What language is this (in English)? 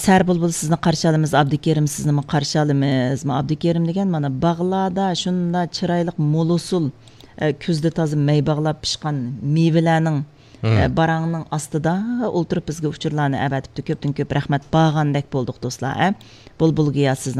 Uyghur